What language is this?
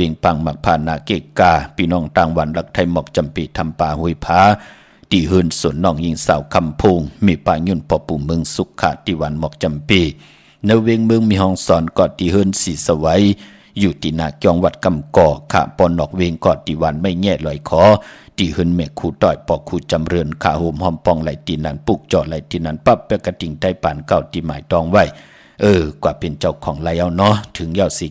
Shan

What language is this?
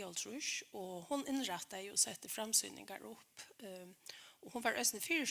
Faroese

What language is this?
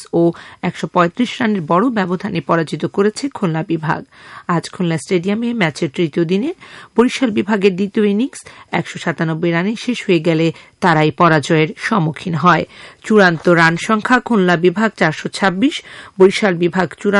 Bangla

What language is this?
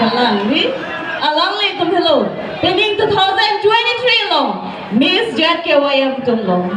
Karbi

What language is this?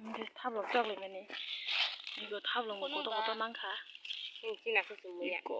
Kok Borok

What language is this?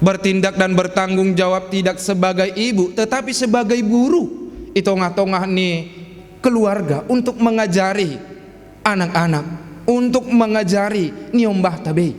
Batak Simalungun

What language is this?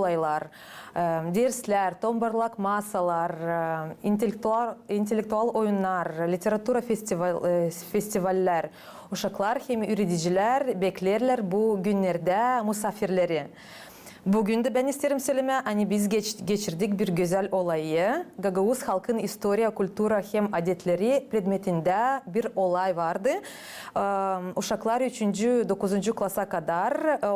Gagauz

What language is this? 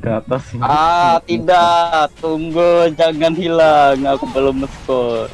Banjar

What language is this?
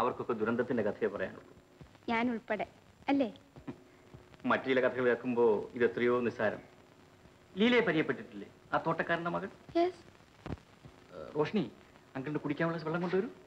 Malayalam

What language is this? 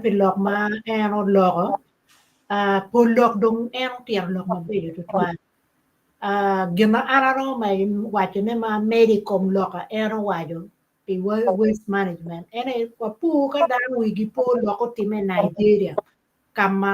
Acoli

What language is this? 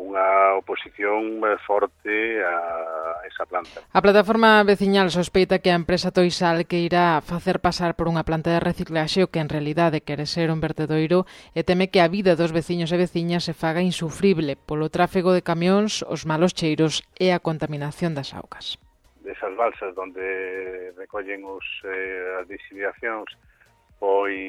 Galician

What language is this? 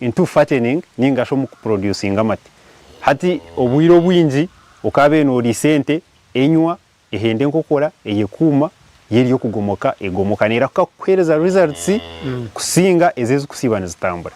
Nyankole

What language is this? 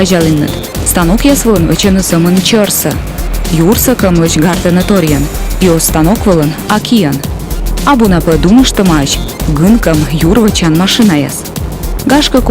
Komi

